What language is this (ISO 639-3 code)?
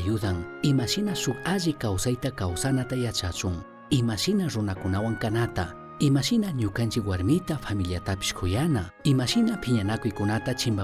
qug